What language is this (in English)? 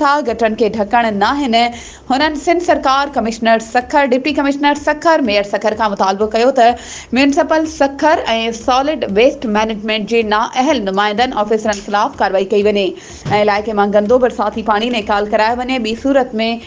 Sindhi